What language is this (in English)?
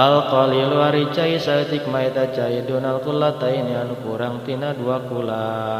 Sundanese